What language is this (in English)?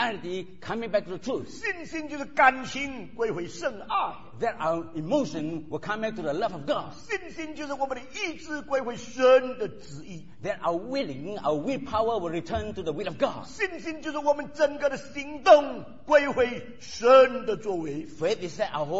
Chinese